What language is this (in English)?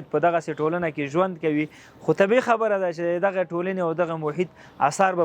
Pashto